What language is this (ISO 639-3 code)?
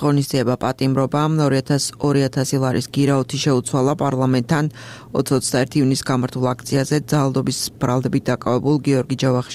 kat